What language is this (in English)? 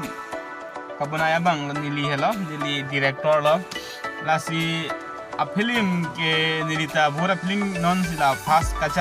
Karbi